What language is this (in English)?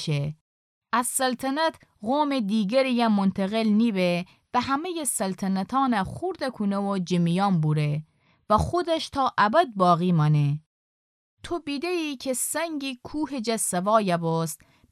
Gilaki